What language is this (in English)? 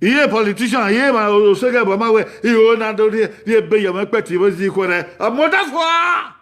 Bini